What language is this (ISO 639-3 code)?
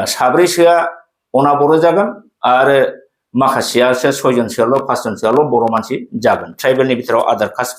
brx